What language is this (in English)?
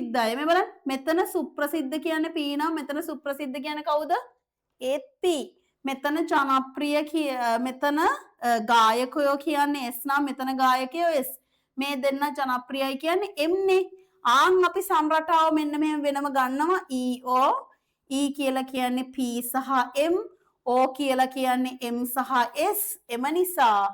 Sinhala